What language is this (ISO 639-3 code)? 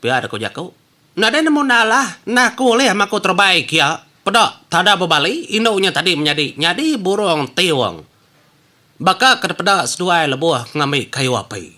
iba